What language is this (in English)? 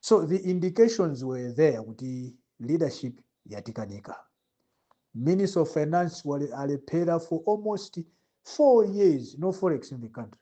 Nyanja